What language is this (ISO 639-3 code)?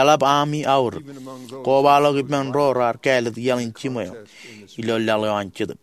mah